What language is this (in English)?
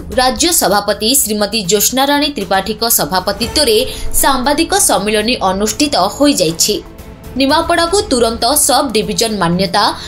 Odia